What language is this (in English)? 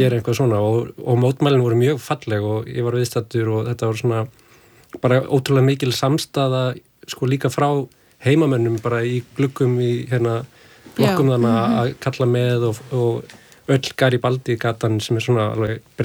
Icelandic